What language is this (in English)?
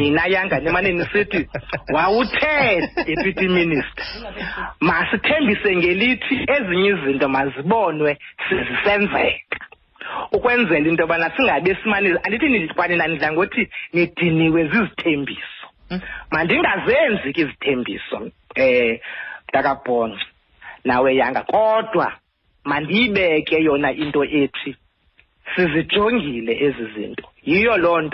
Xhosa